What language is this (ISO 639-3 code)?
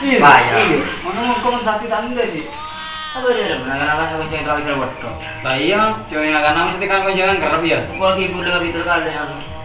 mad